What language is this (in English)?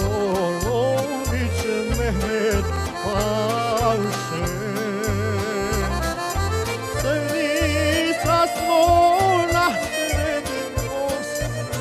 Bosnian